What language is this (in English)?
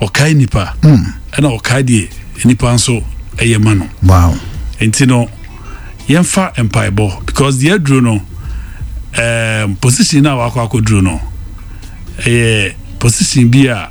Akan